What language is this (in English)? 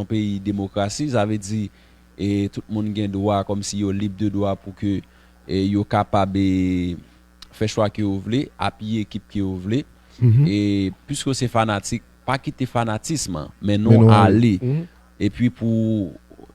Haitian Creole